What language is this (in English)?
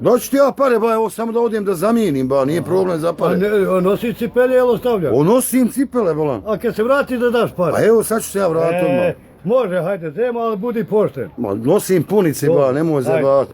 Bosnian